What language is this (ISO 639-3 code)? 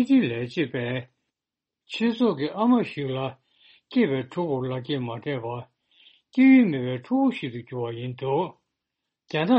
bod